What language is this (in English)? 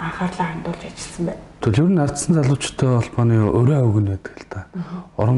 Mongolian